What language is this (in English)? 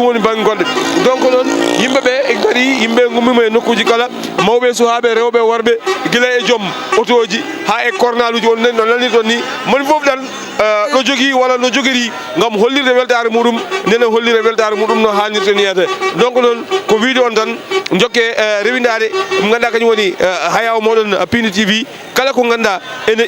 Fula